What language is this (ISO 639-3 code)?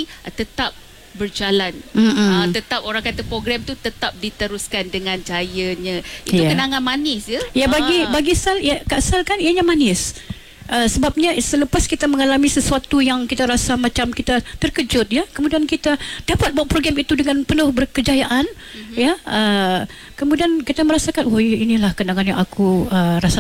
msa